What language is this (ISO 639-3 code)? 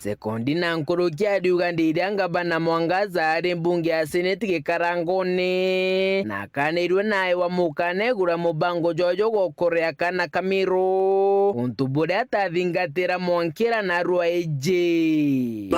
mer